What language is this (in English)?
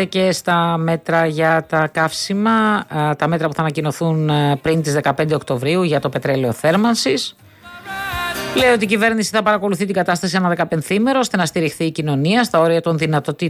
Greek